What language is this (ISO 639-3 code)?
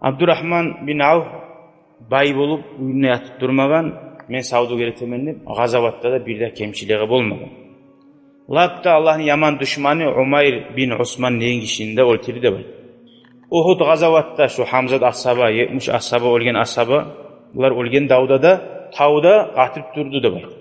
kum